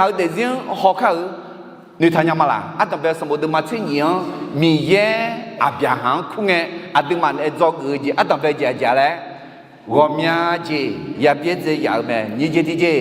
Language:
Akha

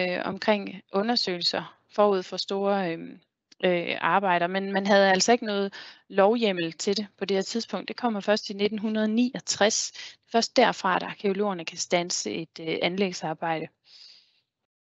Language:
Danish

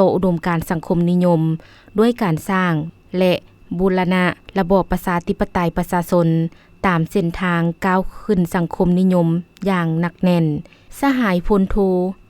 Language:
Lao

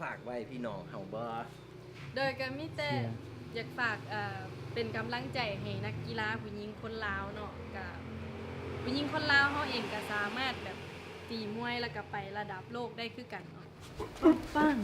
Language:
Lao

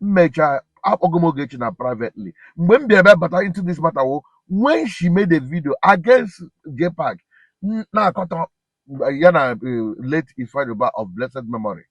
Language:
Igbo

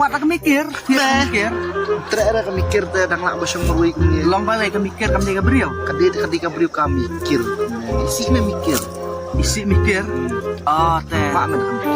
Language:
Khasi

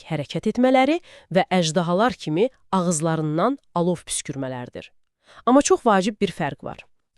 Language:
Azerbaijani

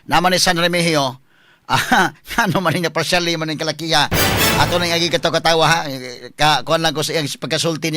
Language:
Cebuano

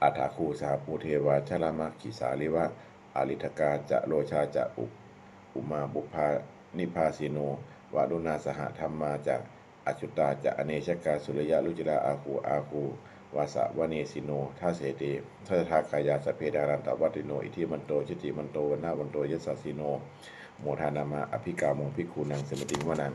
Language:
Pali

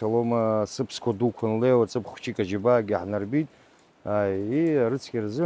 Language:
Abkhazian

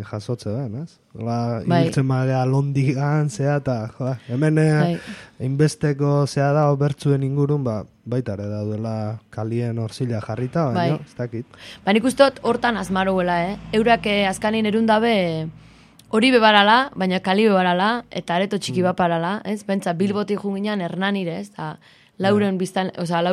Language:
Basque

